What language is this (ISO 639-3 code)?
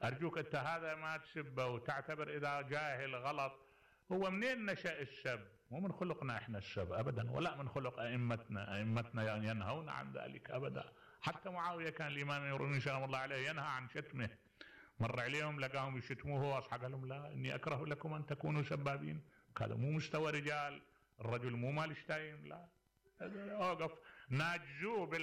acm